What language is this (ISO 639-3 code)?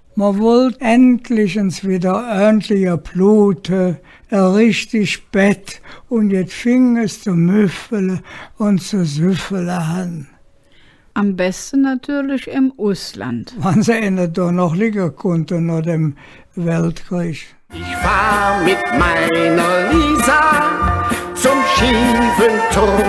ksh